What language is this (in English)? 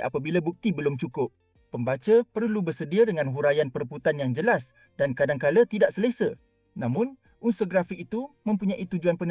Malay